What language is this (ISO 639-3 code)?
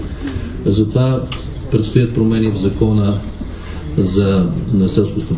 bul